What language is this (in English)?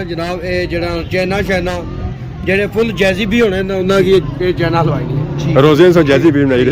Pahari-Potwari